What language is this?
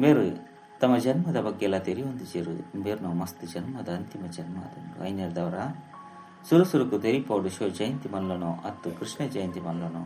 Tulu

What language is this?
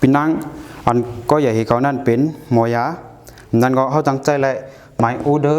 Shan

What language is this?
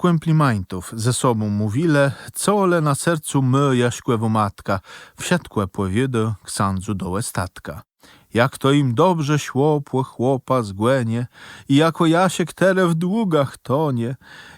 Kashubian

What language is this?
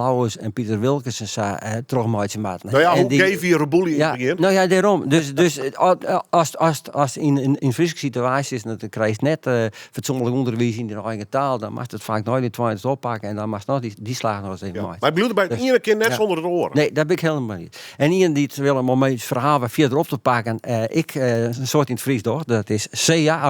Western Frisian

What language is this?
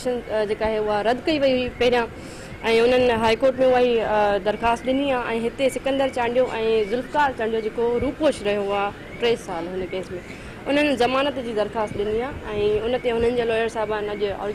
Sindhi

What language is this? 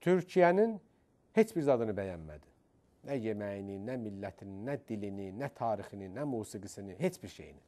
Azerbaijani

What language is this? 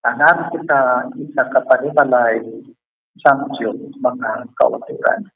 Hiligaynon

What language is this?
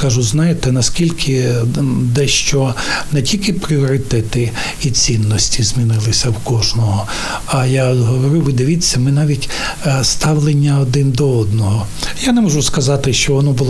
Ukrainian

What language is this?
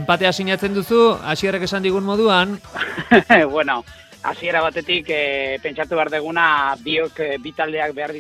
Basque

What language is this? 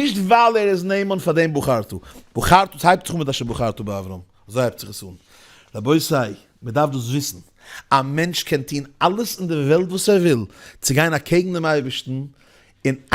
Yiddish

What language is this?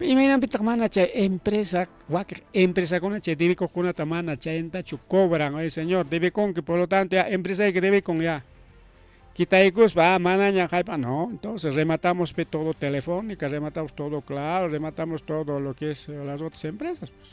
Ayacucho Quechua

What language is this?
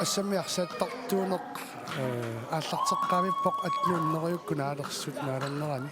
Kalaallisut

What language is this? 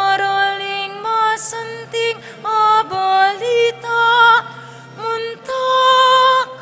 Pampanga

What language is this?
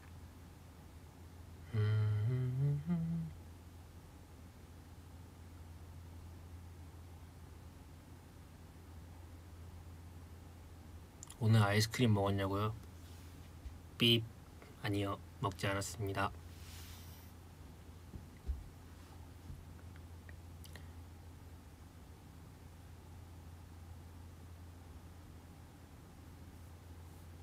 Korean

